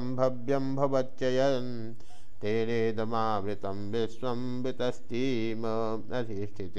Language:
Sanskrit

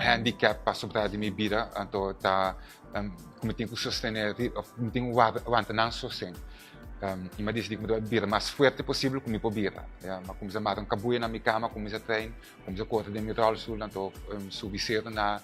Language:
Papiamento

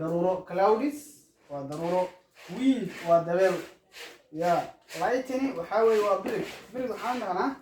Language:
Somali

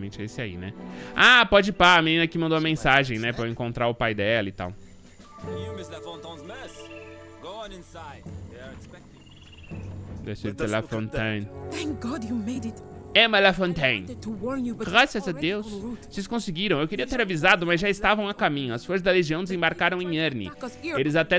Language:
Portuguese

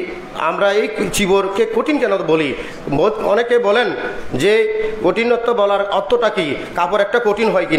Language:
Bangla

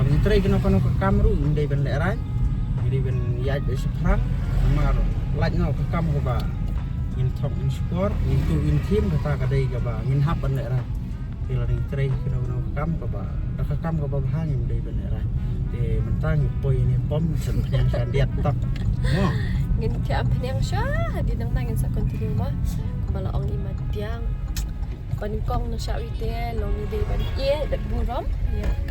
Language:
Khasi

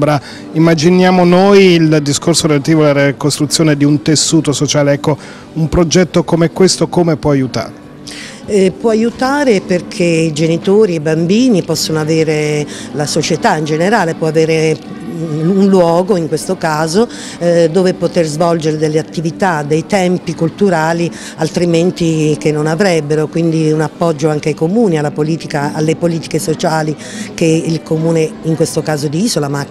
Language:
Italian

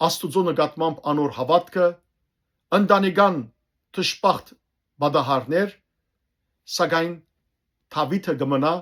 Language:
Western Armenian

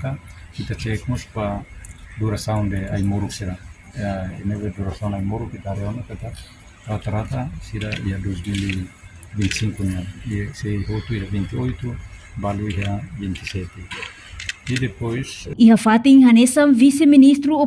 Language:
Tetum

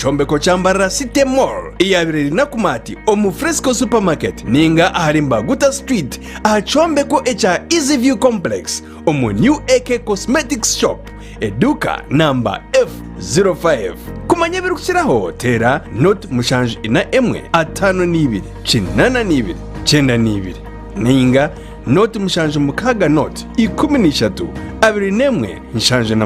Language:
Nyankole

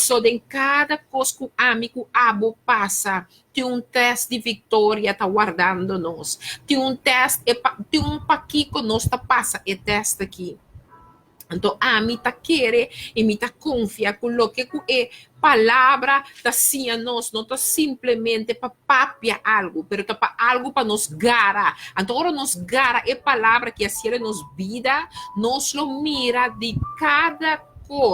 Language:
Papiamento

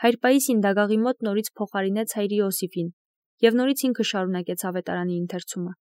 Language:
Armenian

